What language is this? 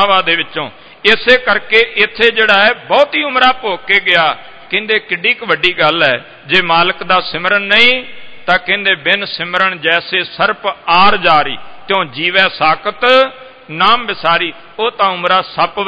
Punjabi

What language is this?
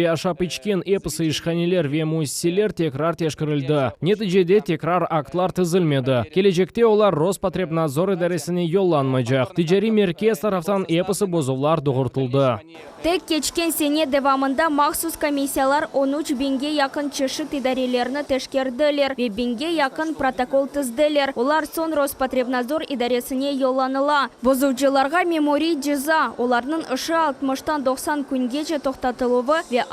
Crimean Tatar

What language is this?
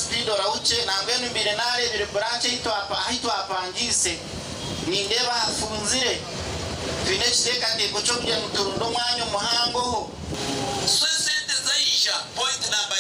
Nyankole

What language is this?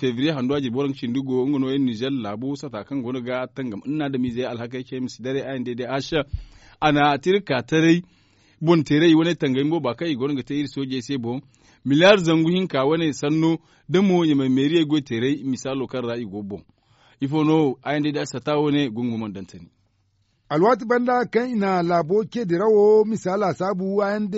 Zarma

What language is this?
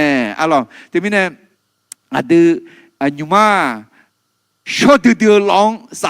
Akha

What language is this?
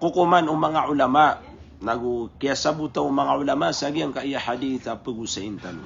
Maranao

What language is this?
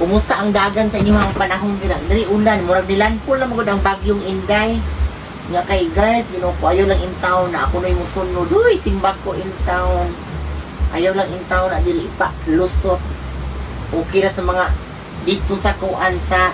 Cebuano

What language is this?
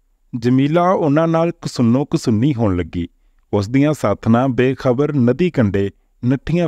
Punjabi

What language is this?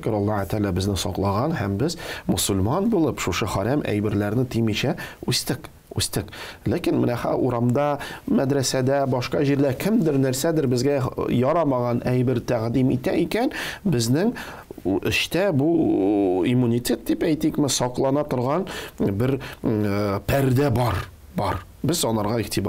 Tatar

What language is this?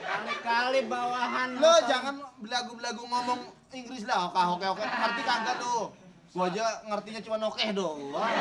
Betawi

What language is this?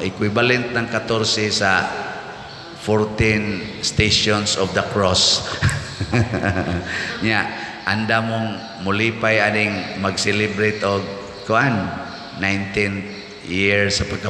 Cebuano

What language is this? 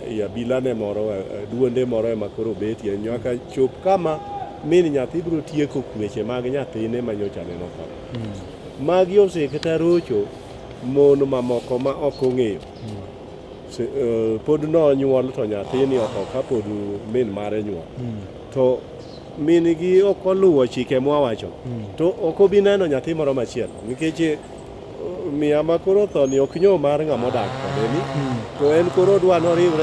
Luo (Kenya and Tanzania)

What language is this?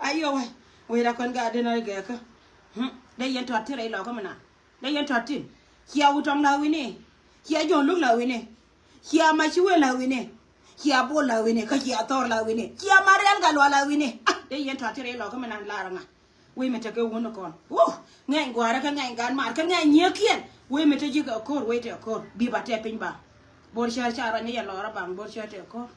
Nuer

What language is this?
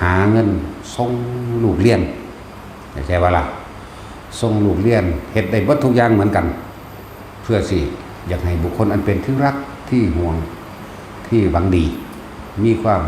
Northeastern Thai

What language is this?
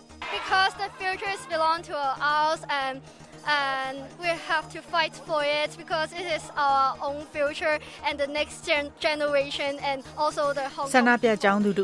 Burmese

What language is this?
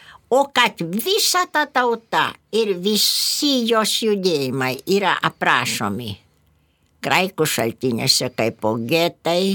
Lithuanian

